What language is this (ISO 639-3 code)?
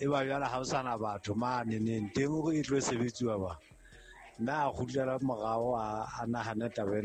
sot